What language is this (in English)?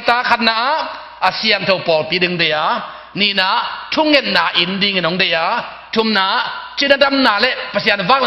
Tedim Chin